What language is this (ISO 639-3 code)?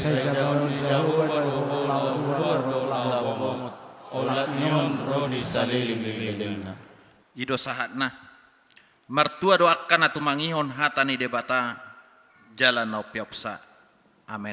bbc